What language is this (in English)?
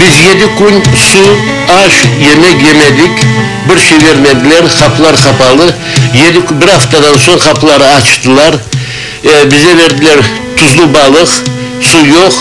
Crimean Tatar